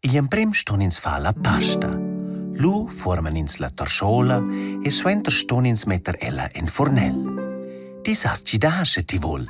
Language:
Romansh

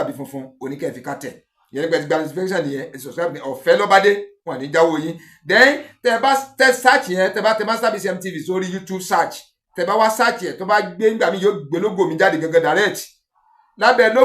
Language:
Yoruba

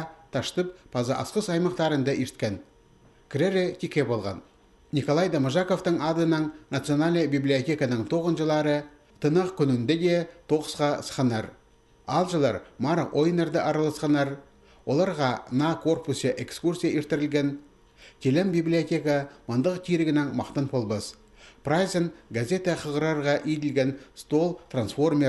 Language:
Khakas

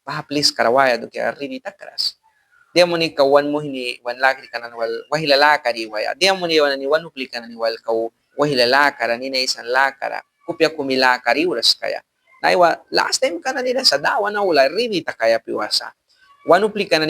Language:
Mískito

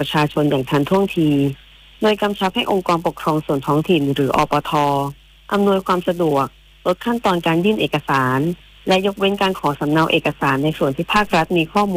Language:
Thai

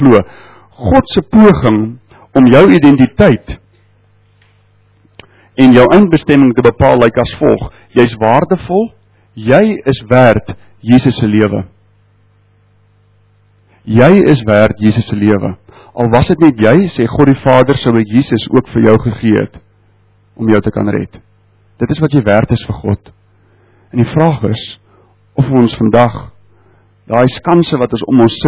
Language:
Afrikaans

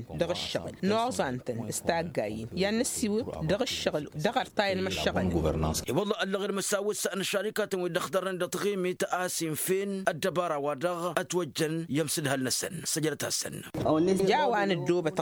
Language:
Tamasheq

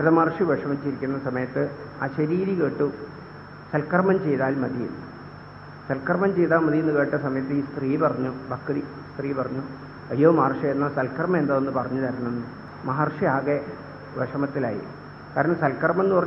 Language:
Malayalam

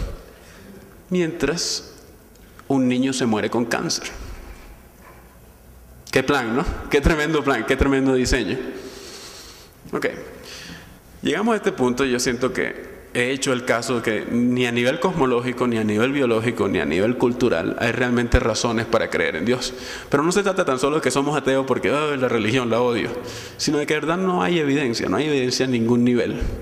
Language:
Spanish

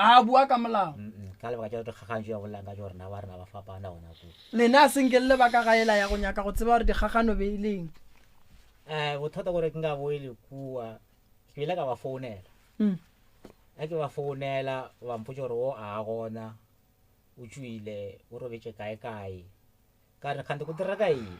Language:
Northern Sotho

